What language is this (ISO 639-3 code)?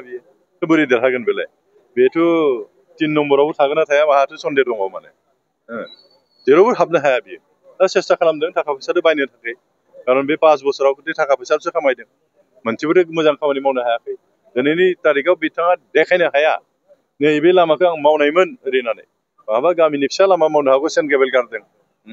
brx